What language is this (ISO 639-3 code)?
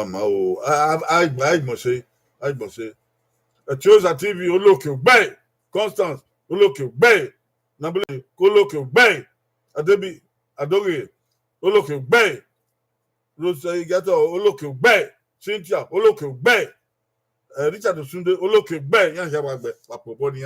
bin